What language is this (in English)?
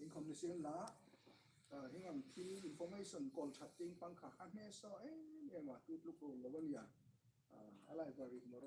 Hmar